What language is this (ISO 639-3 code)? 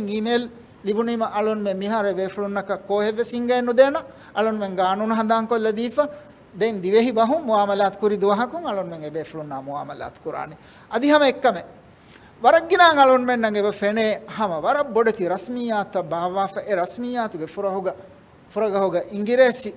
div